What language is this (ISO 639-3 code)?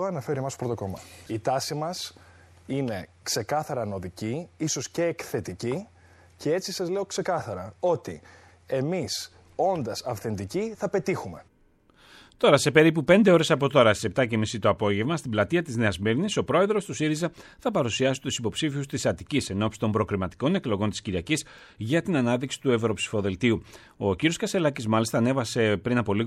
ell